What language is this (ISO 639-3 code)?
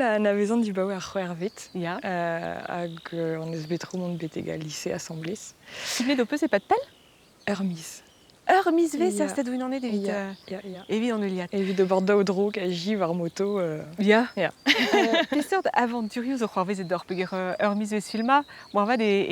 bre